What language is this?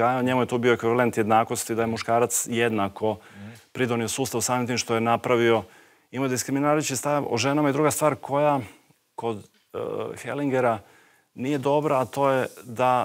Croatian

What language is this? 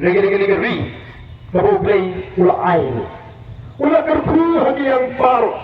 Khasi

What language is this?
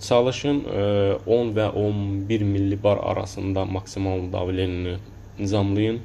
Azerbaijani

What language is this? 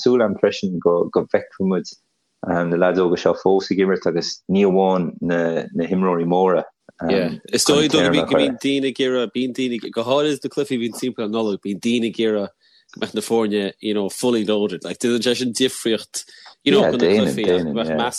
Irish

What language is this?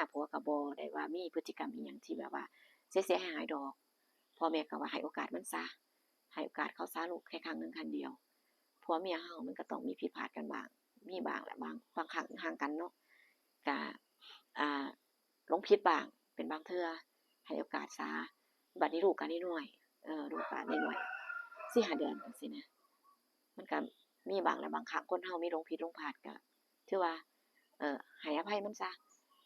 Northeastern Thai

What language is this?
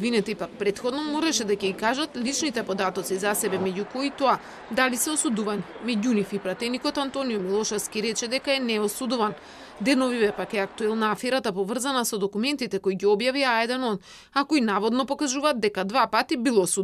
Macedonian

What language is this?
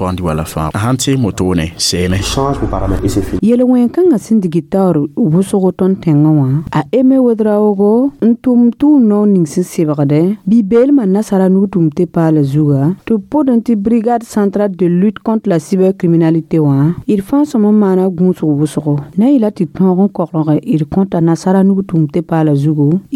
Mossi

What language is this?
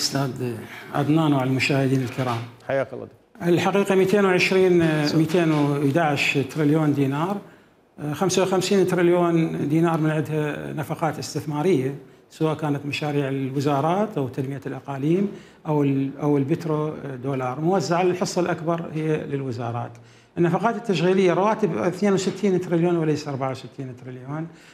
Mesopotamian Arabic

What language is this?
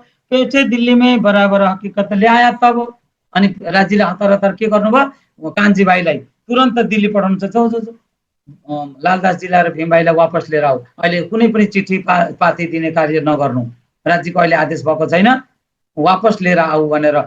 Nepali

